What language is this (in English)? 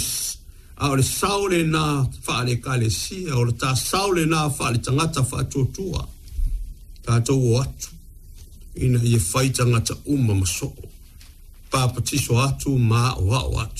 Samoan